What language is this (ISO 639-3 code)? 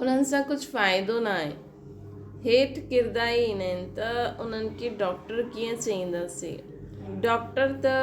snd